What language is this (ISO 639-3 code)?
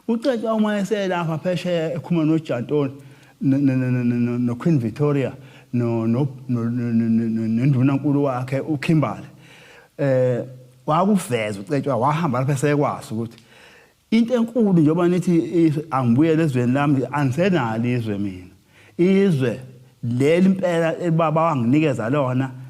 zul